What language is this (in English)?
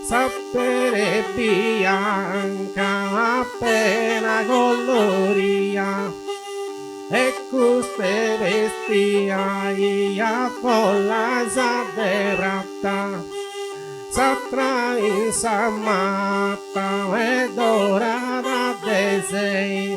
Sardinian